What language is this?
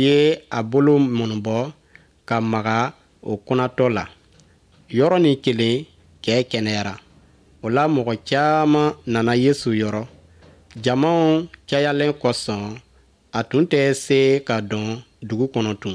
Bambara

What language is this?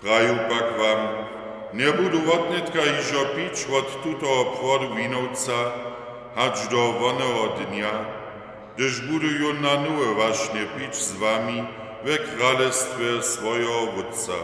Upper Sorbian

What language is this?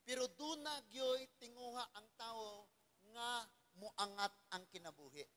Cebuano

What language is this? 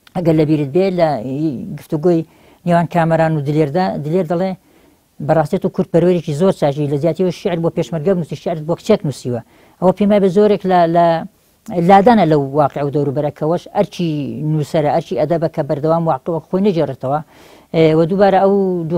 Central Kurdish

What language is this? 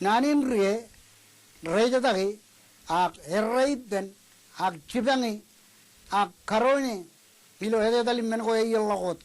Marshallese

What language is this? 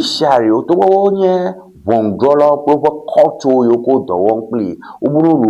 Ewe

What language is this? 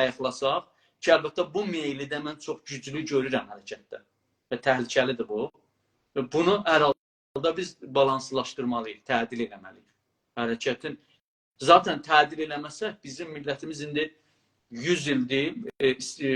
South Azerbaijani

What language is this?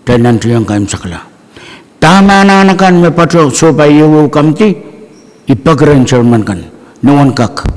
Pohnpeian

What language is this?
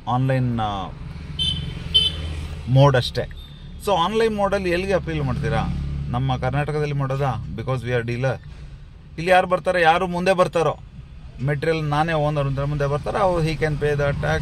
Kannada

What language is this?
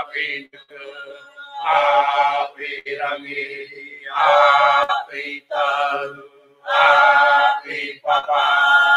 Māori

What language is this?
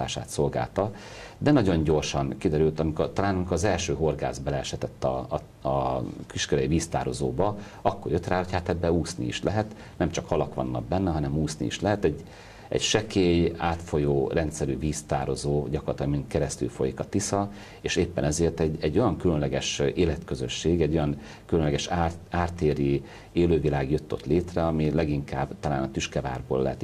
Hungarian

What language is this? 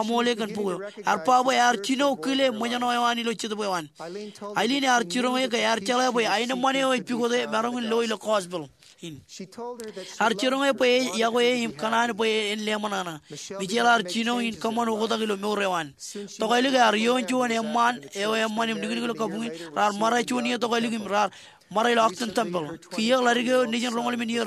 Marshallese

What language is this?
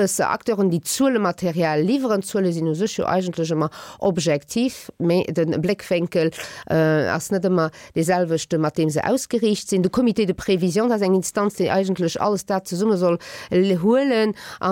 Luxembourgish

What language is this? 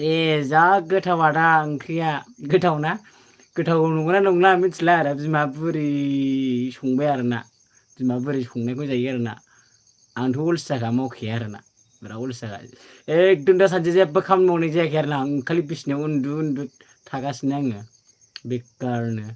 Bodo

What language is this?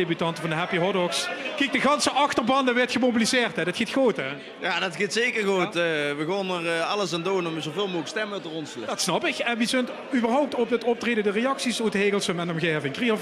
Limburgish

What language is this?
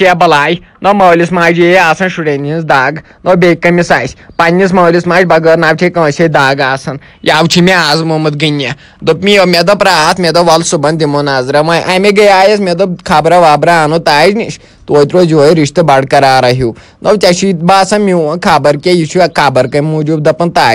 Kashmiri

